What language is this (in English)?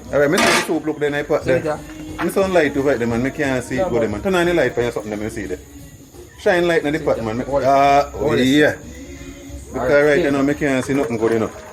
Jamaican Creole English